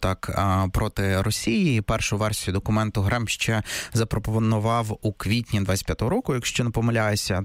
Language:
Ukrainian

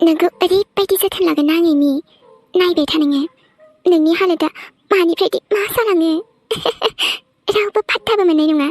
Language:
Bodo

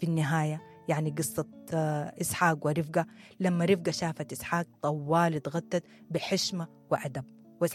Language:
Sudanese Arabic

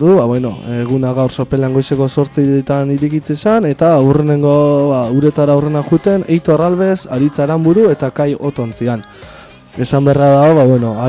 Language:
Basque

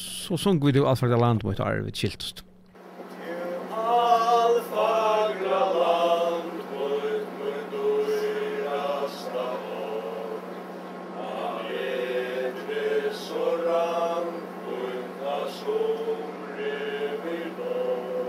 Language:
Faroese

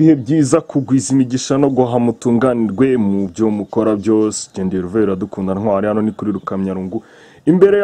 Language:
Kinyarwanda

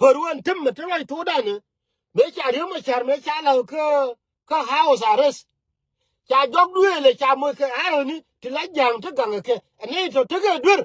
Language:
Nuer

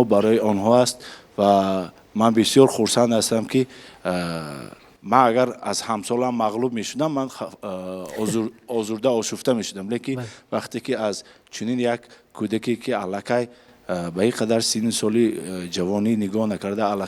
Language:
Tajik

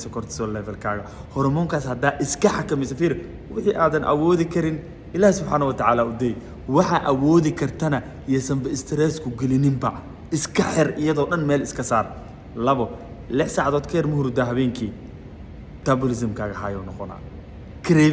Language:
Somali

